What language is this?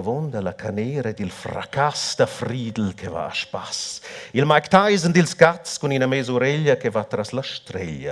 Romansh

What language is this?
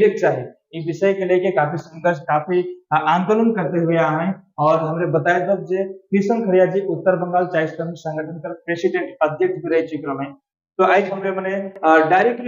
Sadri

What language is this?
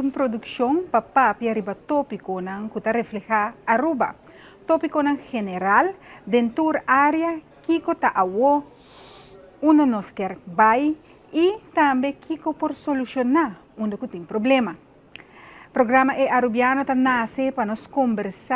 Papiamento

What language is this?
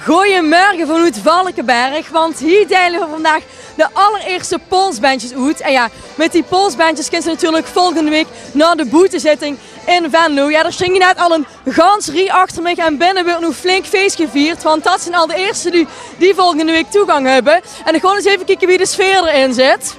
Limburgish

